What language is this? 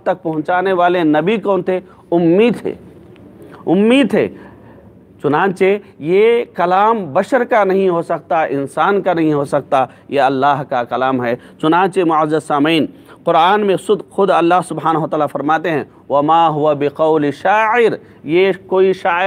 Urdu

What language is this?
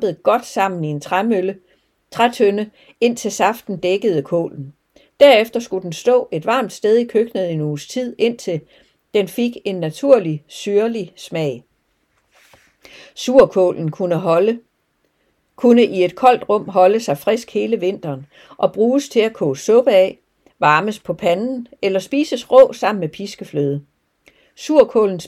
Danish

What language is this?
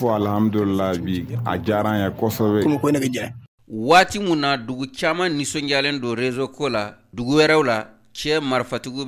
Bambara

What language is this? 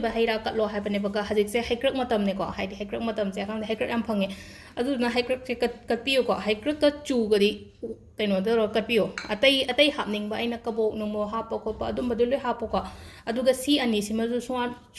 Manipuri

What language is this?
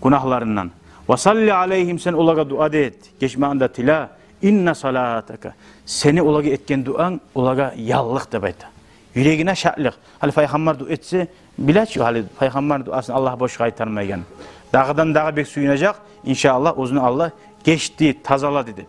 Kumyk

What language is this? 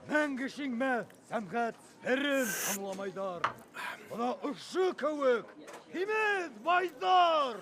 Bashkir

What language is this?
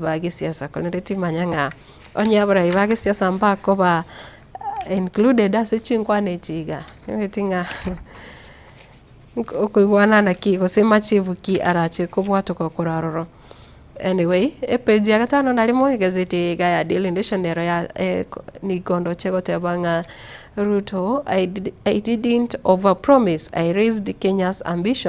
Gusii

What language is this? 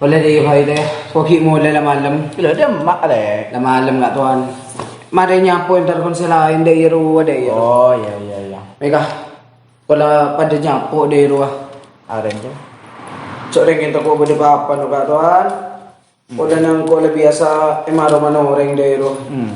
Madurese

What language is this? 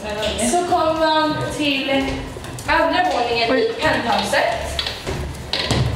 Swedish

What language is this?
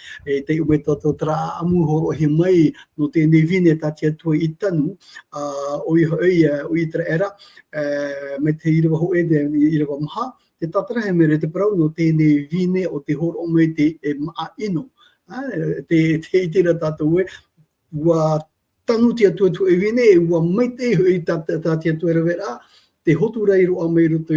Tahitian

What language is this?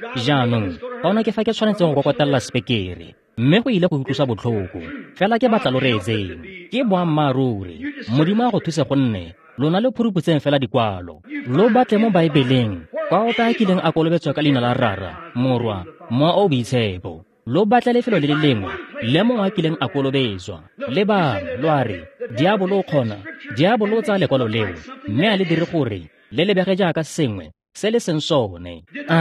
Tswana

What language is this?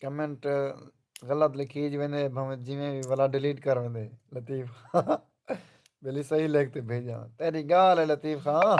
Saraiki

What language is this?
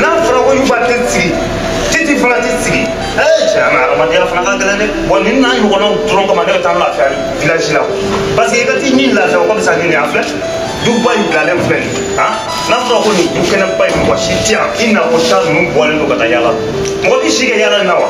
Bambara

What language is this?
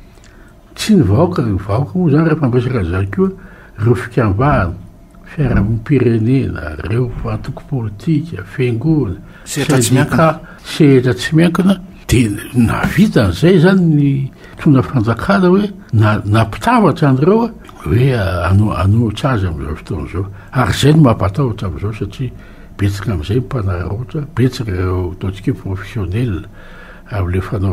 Malagasy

